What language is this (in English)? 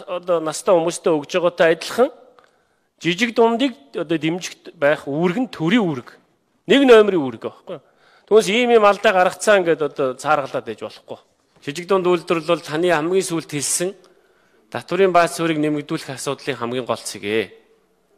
Mongolian